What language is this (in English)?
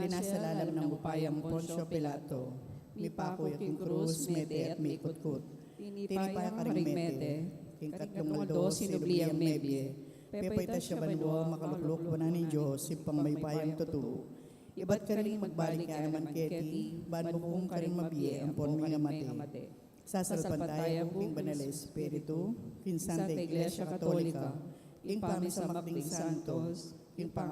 Pampanga